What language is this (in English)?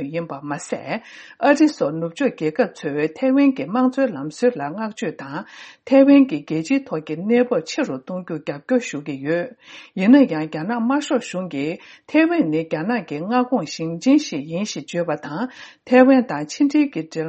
Tibetan